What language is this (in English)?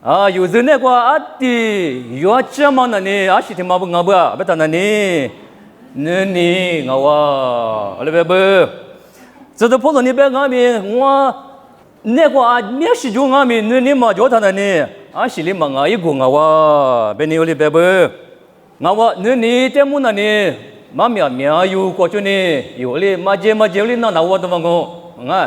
Lisu